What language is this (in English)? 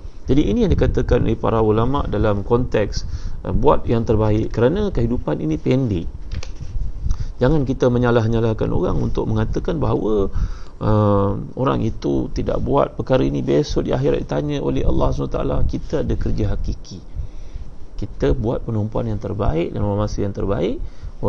Malay